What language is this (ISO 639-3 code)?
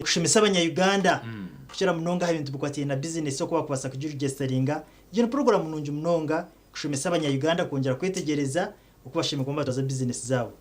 nyn